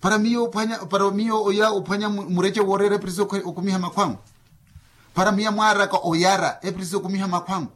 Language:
Makhuwa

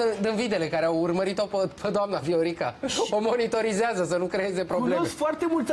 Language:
Romanian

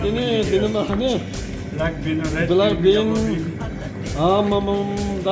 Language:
Tibetan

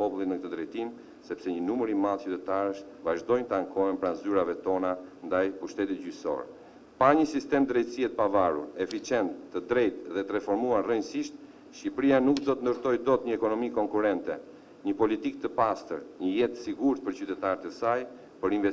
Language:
Albanian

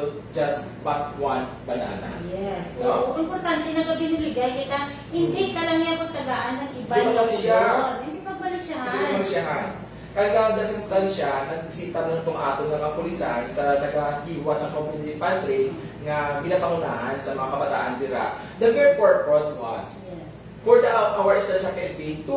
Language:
Hiligaynon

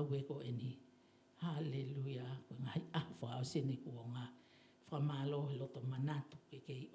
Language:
Tongan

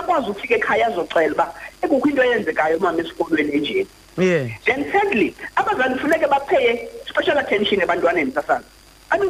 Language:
Xhosa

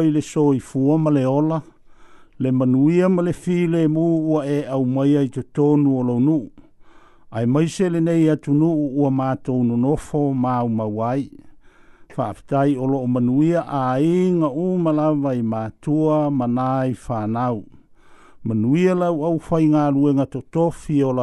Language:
Samoan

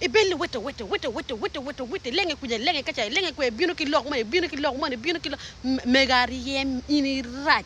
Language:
Acoli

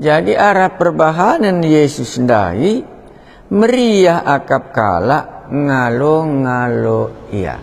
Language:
Batak Karo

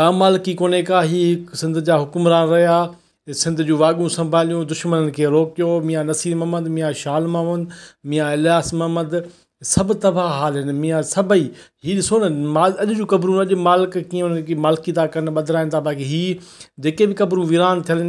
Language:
Sindhi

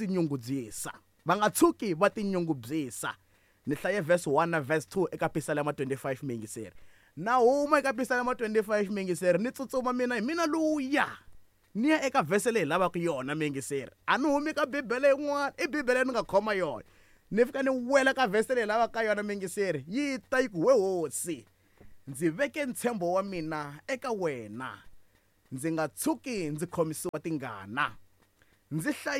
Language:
Tsonga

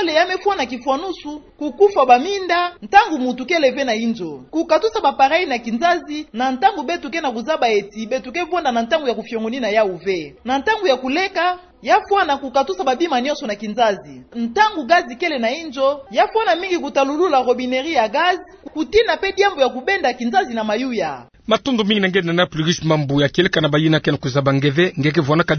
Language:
Kituba (Democratic Republic of Congo)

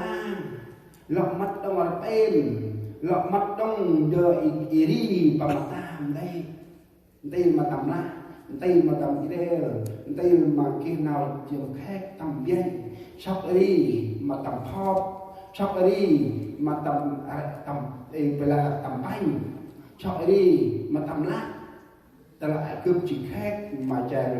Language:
Central Mnong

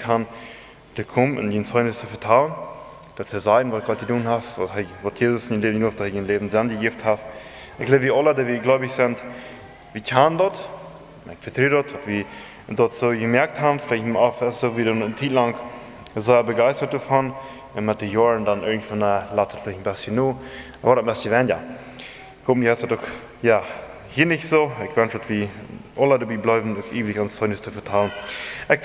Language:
Plautdietsch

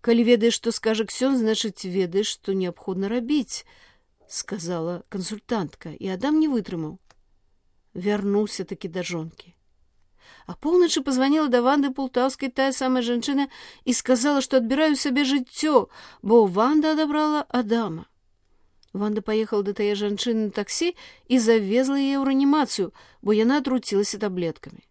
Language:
Belarusian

